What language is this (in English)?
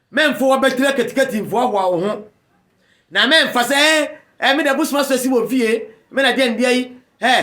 Akan